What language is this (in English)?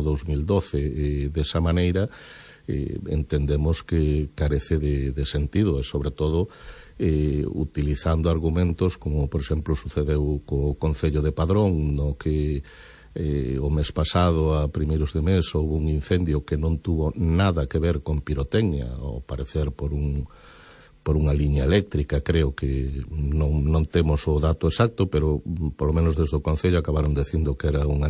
Galician